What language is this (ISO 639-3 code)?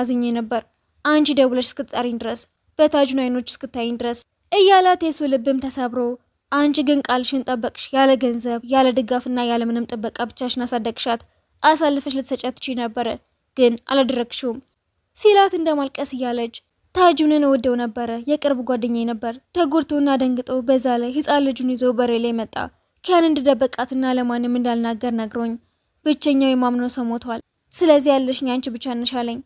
amh